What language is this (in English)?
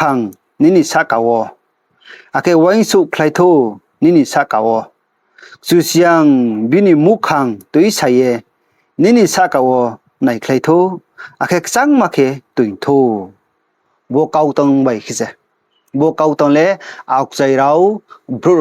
Riang (India)